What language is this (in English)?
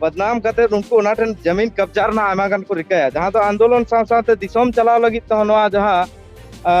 Santali